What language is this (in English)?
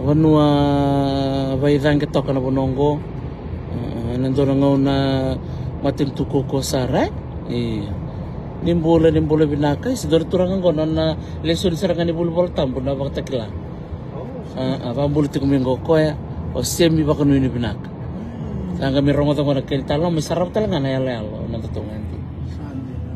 Fijian